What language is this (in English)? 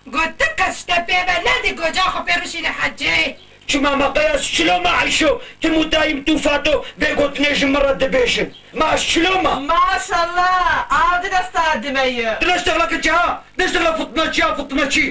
Kurdish